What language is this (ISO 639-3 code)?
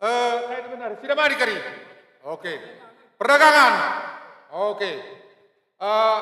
btx